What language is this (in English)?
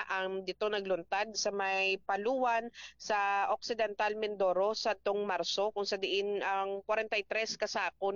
Hiligaynon